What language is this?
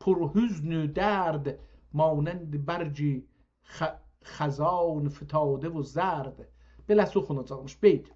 South Azerbaijani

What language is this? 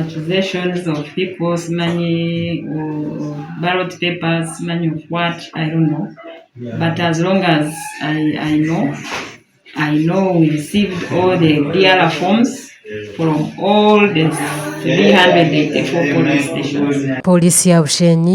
Nyankole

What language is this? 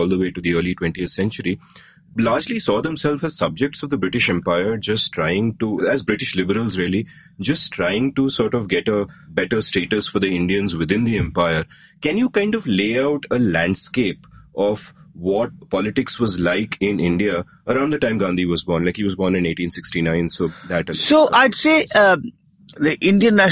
English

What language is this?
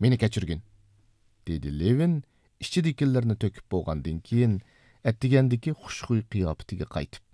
Uyghur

